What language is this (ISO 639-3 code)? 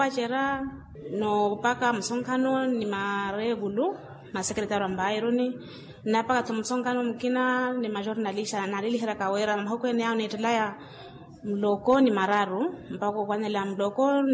vmw